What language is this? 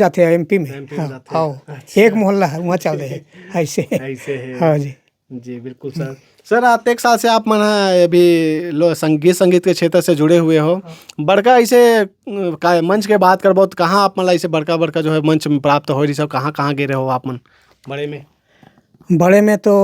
Chhattisgarhi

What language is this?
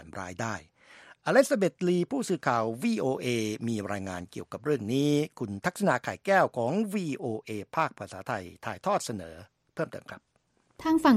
Thai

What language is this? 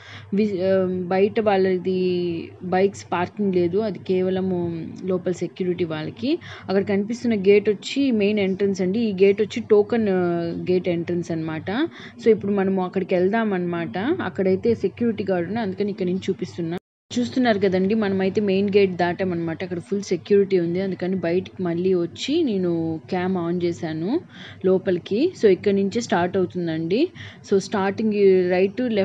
Telugu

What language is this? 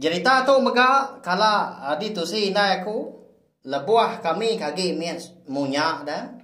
Iban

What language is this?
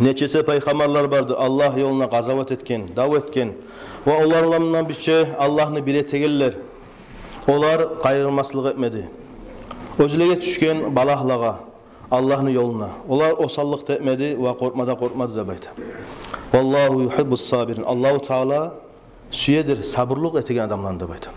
Kumyk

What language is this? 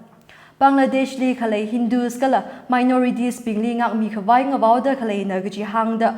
Tangkhul Naga (India)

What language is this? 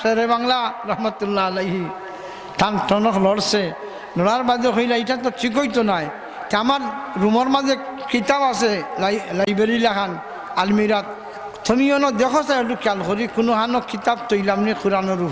Sylheti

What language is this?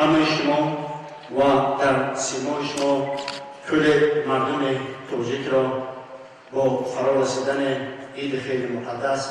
Tajik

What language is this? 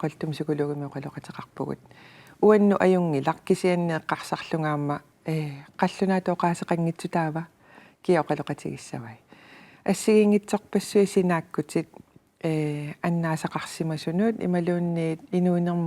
Kalaallisut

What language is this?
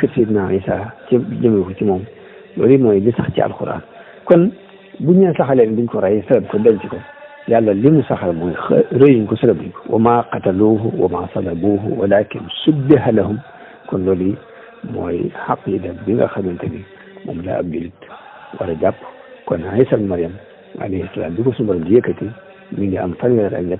Wolof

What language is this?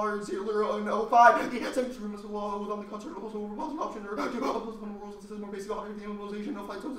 English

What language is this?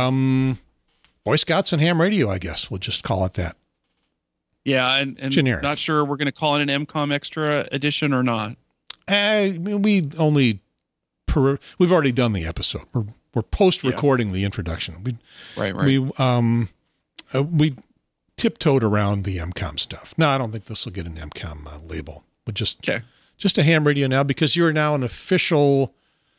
English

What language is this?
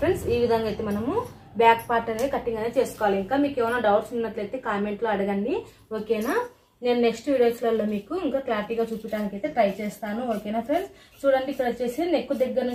Telugu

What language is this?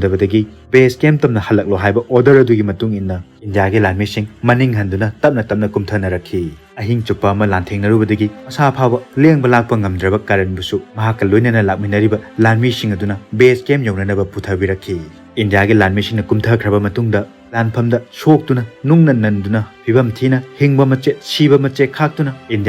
Manipuri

